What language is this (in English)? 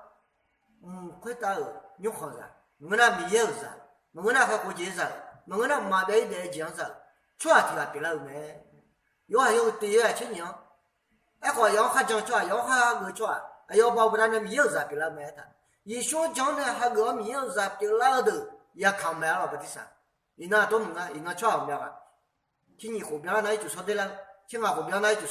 Akha